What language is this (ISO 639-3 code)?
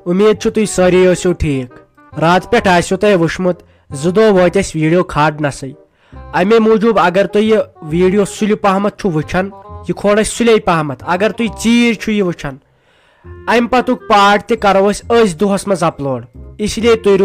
kas